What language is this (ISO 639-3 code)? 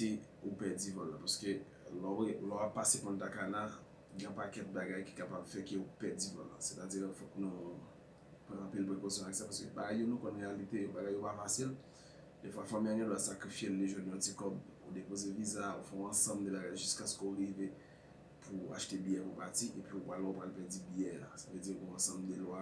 hat